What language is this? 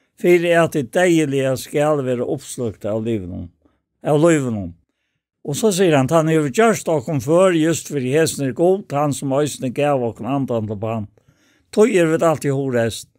Faroese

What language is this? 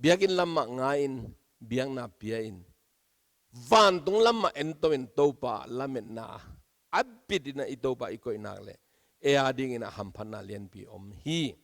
Tedim Chin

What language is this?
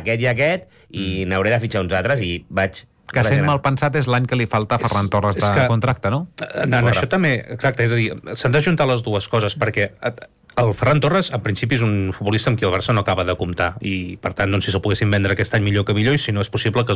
Catalan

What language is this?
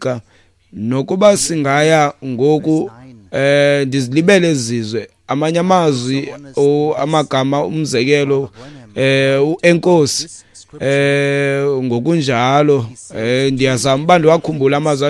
Xhosa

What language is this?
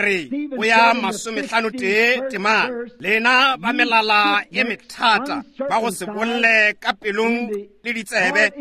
Northern Sotho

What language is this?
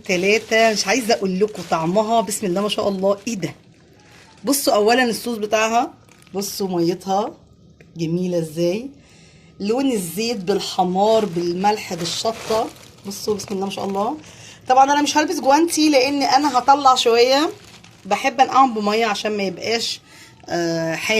Egyptian Arabic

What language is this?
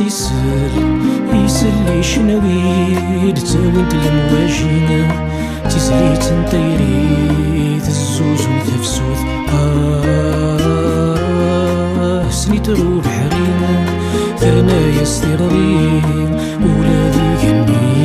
Kabyle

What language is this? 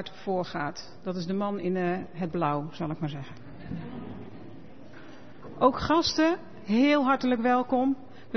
Dutch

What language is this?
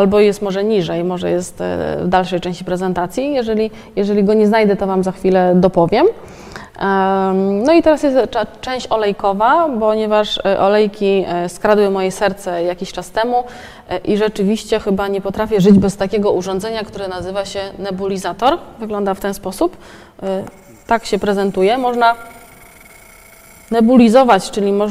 Polish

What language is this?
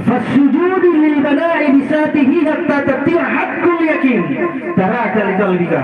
Makasar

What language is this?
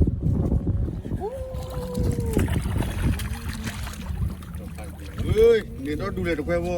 S'gaw Karen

